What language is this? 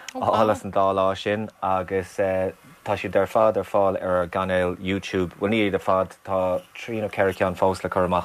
Irish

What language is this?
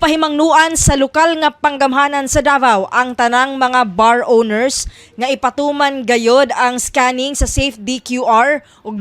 Cebuano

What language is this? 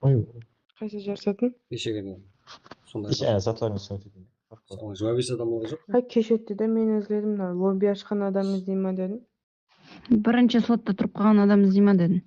Kara-Kalpak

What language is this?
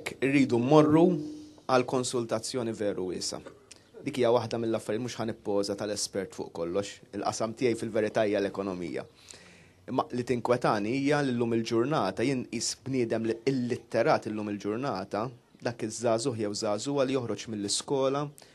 Maltese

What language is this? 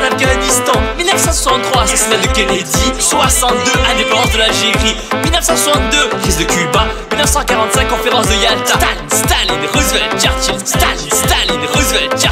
French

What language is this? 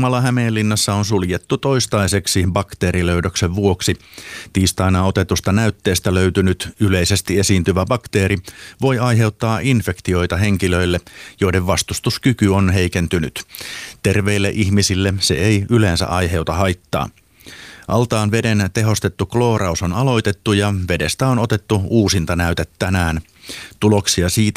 Finnish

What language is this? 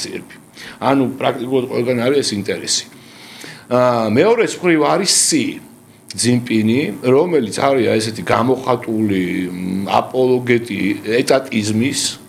Georgian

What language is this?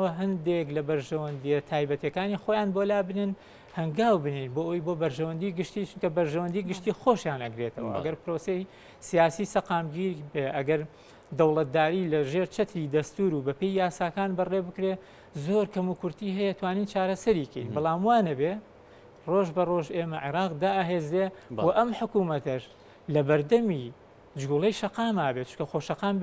Central Kurdish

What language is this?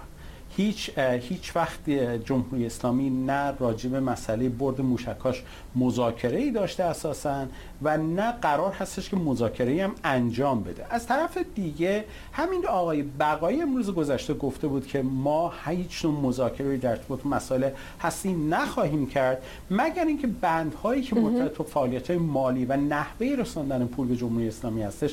Persian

